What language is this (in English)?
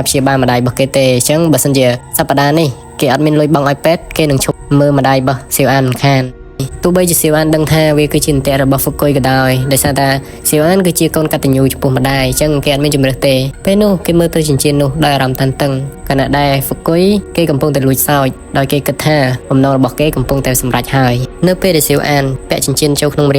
Khmer